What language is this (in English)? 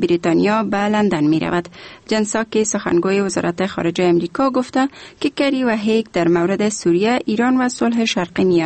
Persian